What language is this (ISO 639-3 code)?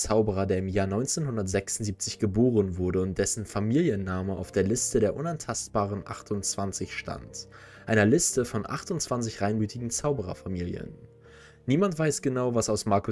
deu